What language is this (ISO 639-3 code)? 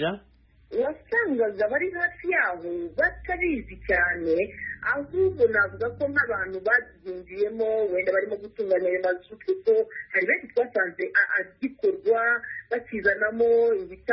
kin